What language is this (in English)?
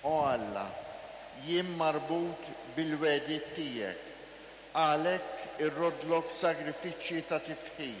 Maltese